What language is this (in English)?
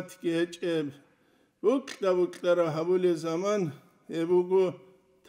Avaric